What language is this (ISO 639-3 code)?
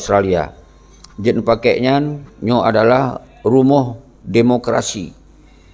ace